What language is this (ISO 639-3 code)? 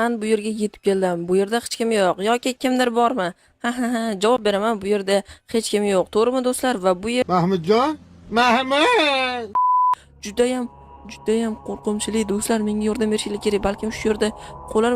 uzb